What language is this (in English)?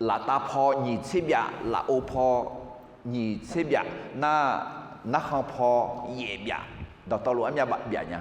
Akha